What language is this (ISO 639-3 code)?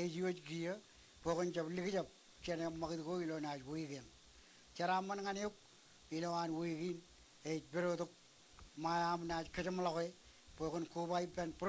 mah